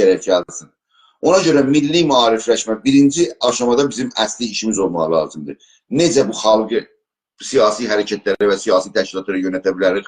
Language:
South Azerbaijani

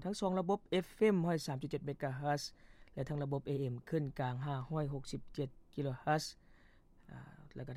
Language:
Lao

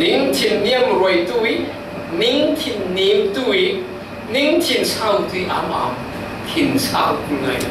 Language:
Falam Chin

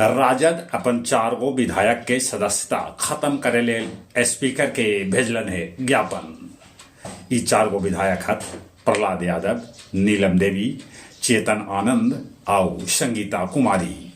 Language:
Magahi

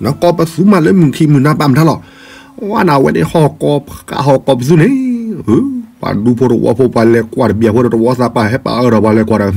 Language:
S'gaw Karen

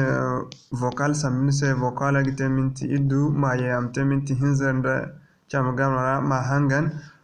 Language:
Zarma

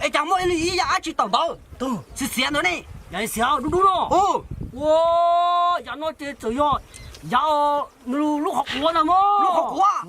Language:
Hmong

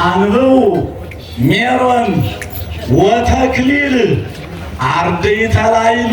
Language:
Amharic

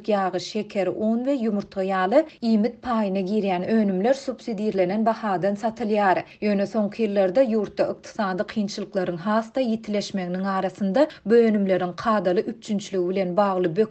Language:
Turkmen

